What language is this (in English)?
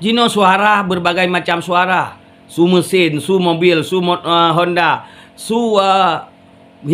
Achinese